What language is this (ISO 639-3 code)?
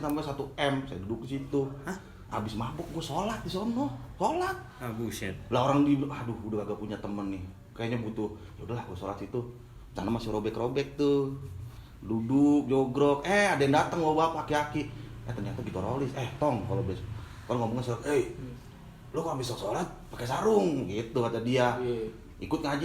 bew